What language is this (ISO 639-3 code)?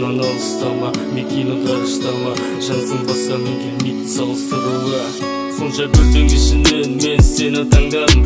kaz